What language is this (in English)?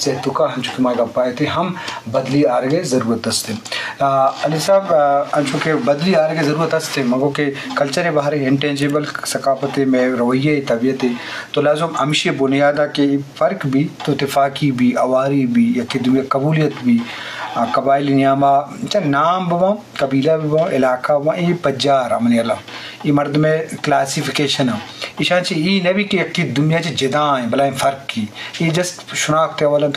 Eastern Balochi